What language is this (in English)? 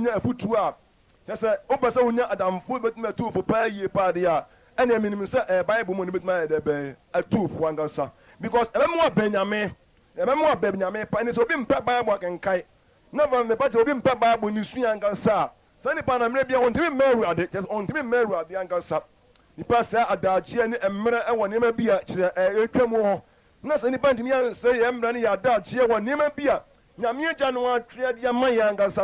Akan